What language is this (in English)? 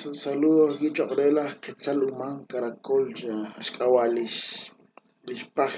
Kekchí